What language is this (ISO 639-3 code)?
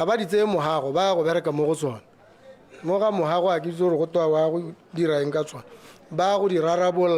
tsn